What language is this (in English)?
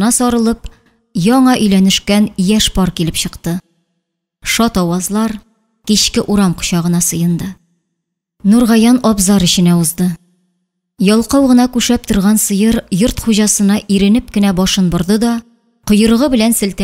Tatar